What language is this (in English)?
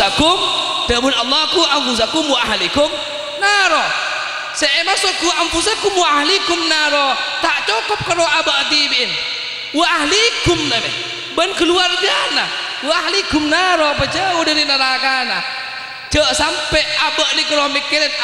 Madurese